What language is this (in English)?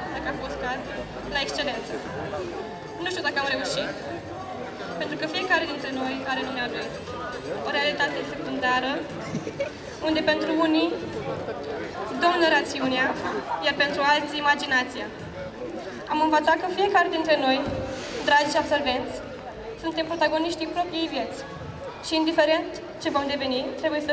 Romanian